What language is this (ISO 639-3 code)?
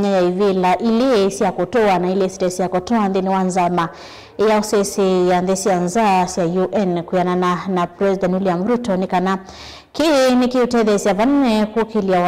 kam